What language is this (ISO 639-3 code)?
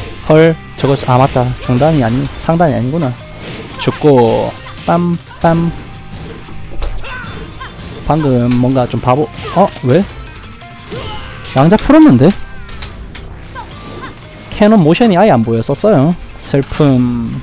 kor